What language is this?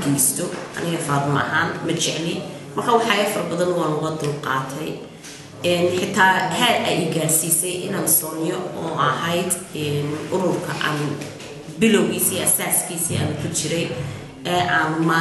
Somali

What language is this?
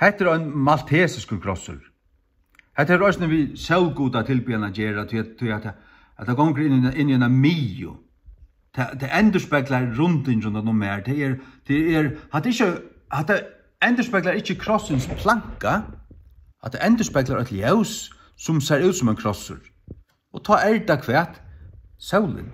Faroese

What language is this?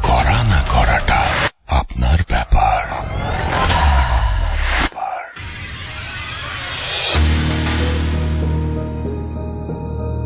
Bangla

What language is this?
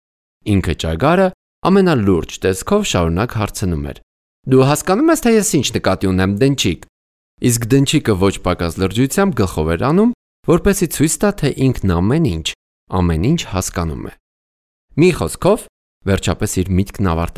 Armenian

